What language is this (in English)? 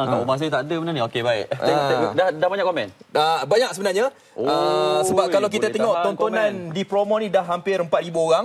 Malay